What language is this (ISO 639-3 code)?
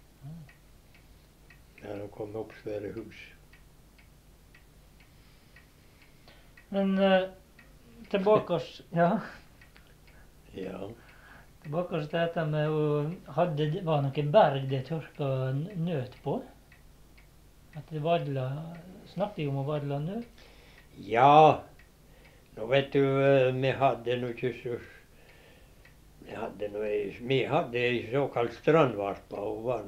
nor